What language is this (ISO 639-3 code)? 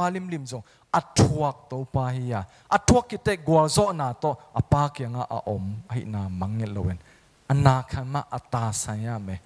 ctd